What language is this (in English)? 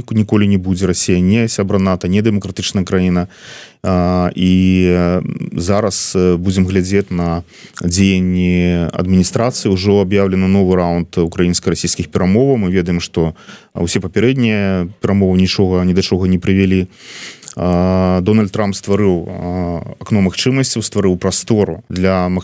Belarusian